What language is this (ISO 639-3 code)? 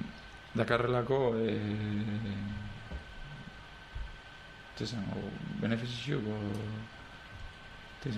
eus